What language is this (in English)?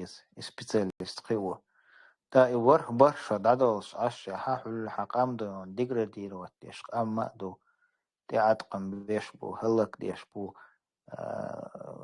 Chechen